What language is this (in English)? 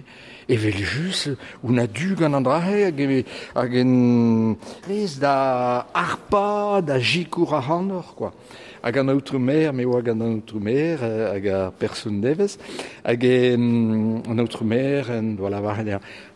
Breton